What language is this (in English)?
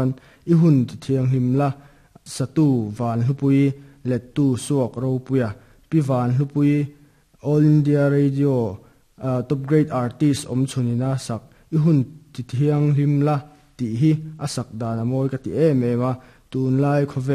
Mizo